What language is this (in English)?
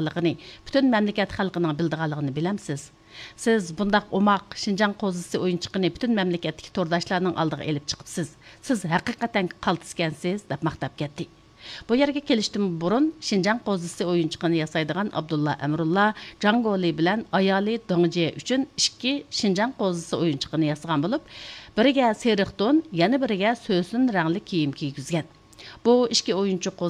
Uyghur